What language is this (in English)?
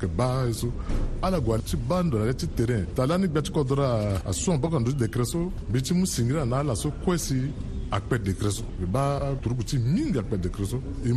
Sango